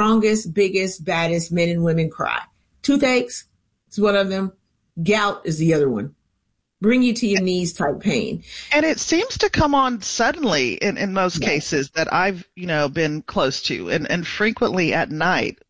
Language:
English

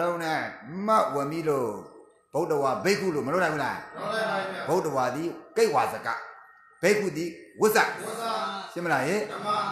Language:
Burmese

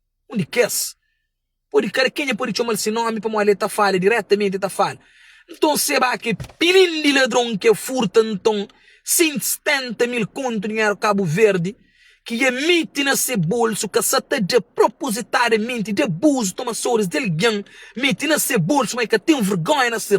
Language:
Kabuverdianu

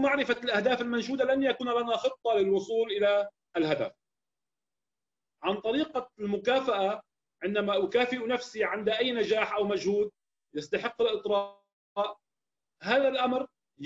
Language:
Arabic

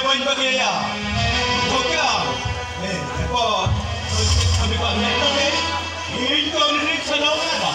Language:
Santali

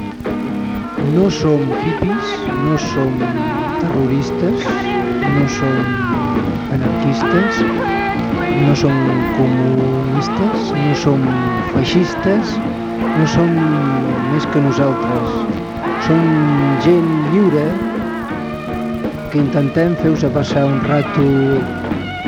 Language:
Catalan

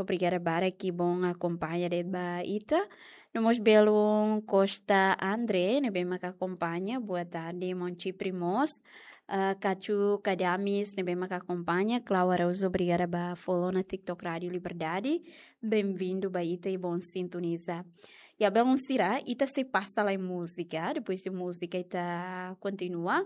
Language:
Tetum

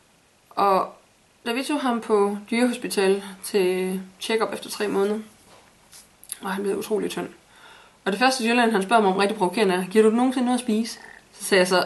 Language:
Danish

